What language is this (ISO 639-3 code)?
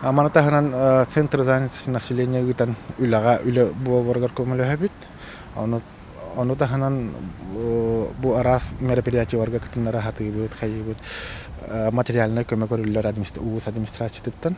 sah